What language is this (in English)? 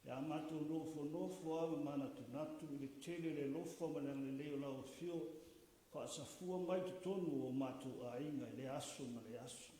Samoan